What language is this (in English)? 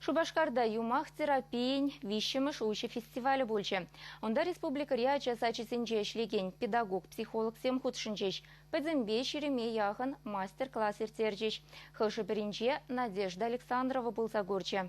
Chuvash